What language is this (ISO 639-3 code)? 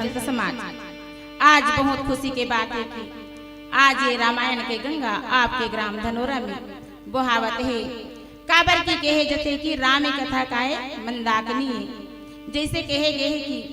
hne